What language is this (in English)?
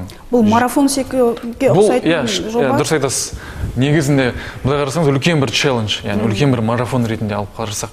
Kazakh